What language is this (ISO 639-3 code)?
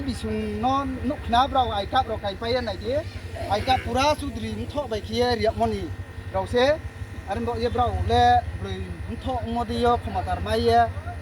ria